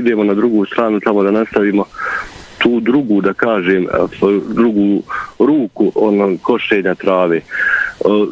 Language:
Bosnian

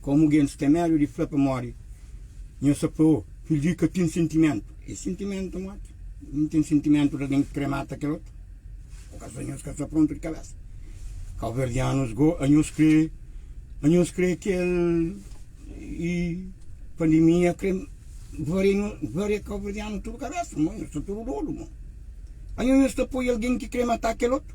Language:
Kabuverdianu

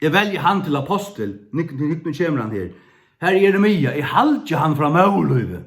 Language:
Faroese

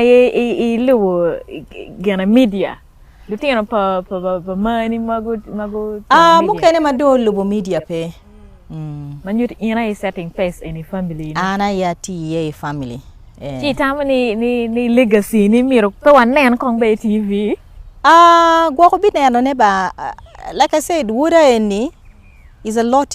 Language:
Acoli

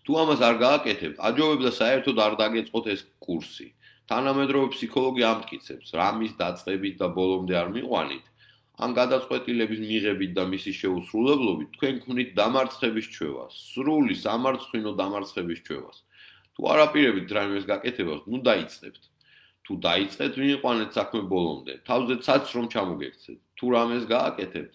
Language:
Georgian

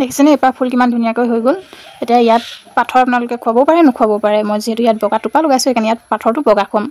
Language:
Assamese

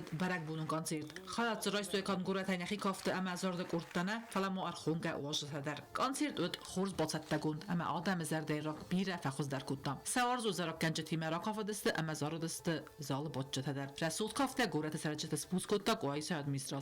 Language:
Ossetic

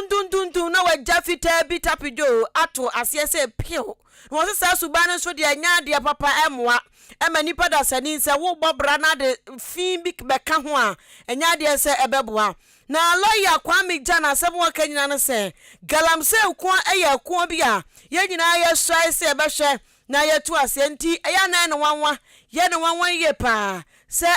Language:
Akan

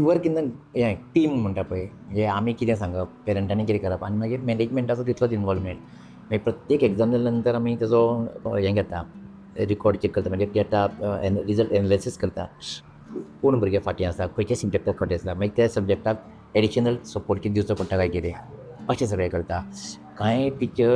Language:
Konkani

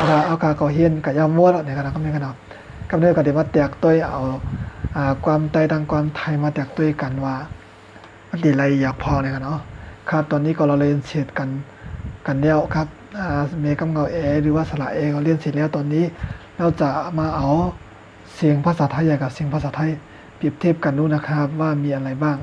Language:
Shan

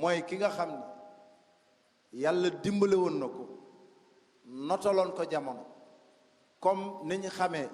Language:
Wolof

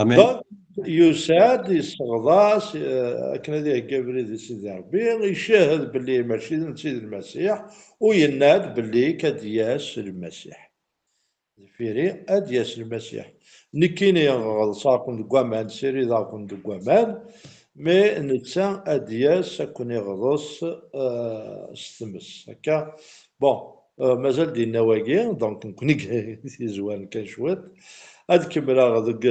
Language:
Kabyle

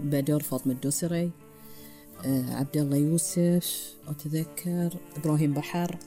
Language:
Gulf Arabic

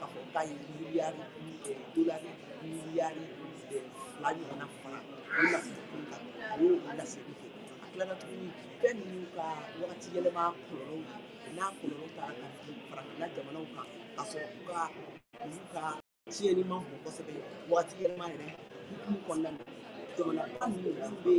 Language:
Bambara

